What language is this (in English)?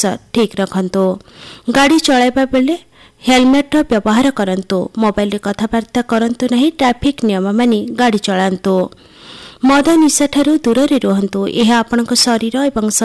Odia